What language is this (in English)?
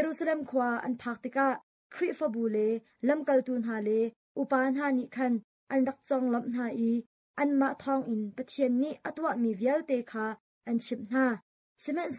Hakha Chin